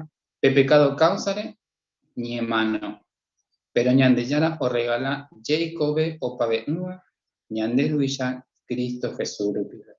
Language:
Guarani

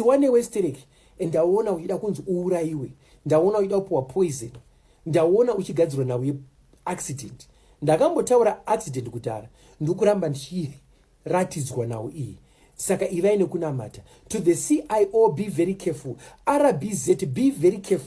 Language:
Shona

